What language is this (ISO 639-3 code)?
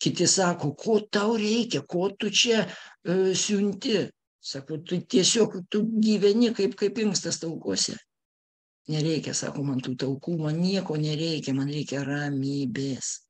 lit